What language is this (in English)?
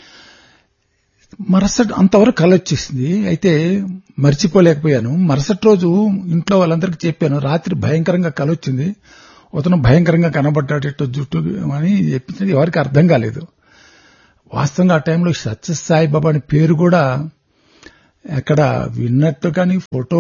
Telugu